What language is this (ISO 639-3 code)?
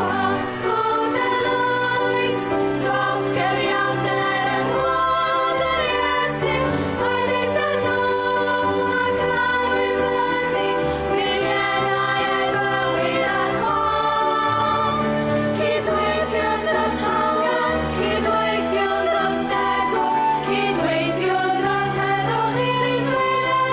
cym